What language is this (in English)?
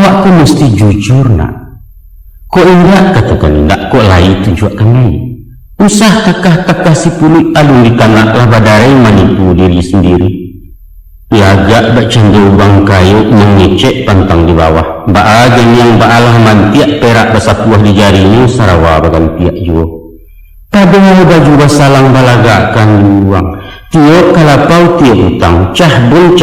Minangkabau